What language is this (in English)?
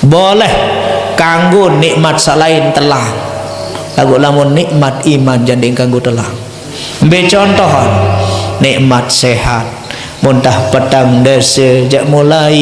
Sasak